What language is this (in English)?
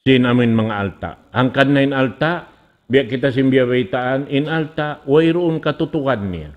Tausug